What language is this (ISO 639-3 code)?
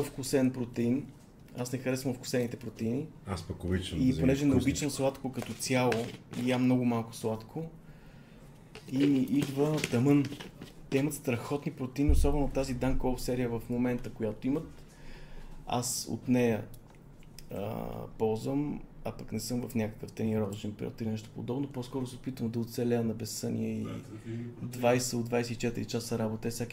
bul